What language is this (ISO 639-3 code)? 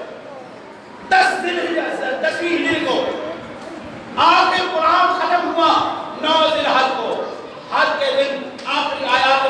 urd